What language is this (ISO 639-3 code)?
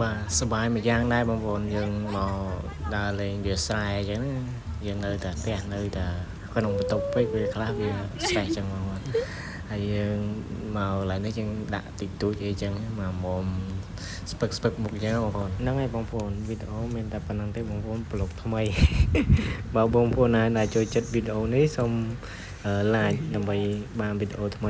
khm